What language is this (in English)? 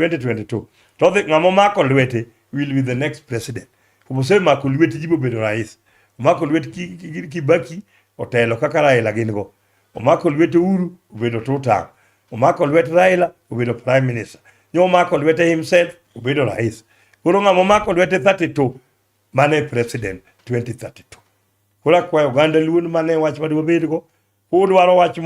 Luo (Kenya and Tanzania)